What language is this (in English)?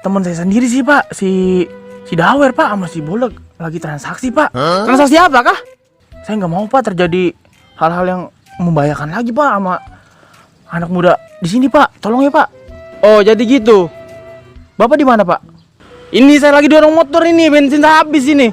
Betawi